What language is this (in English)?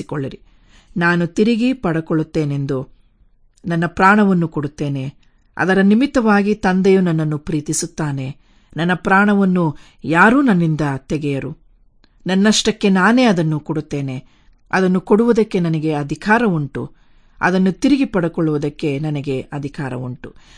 Kannada